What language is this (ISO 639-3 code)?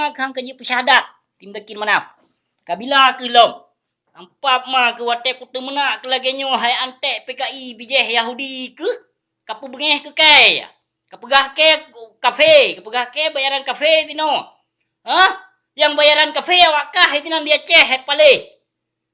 ace